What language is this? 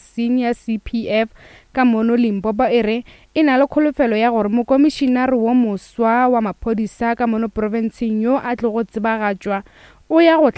Northern Sotho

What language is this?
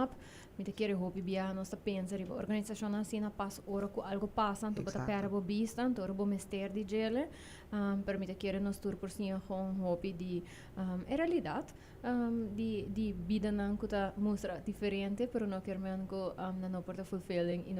Papiamento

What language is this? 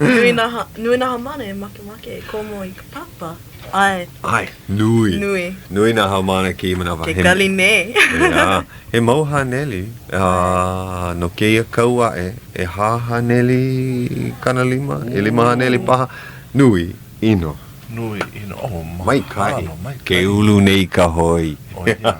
Hawaiian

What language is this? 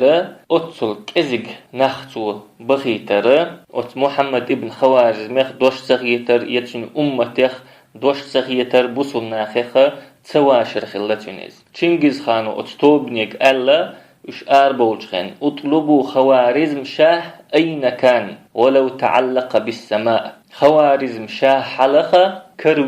Chechen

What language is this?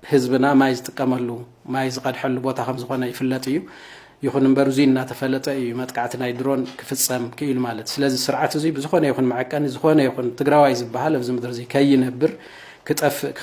Tigrinya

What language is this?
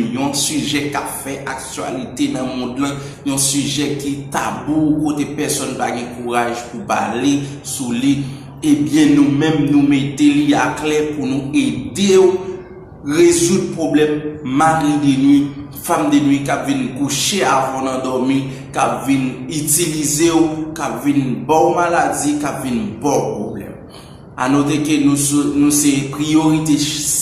Haitian Creole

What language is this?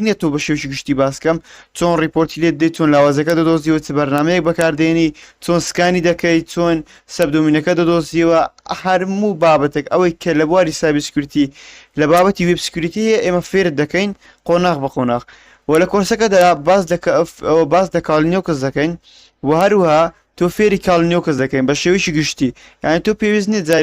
Central Kurdish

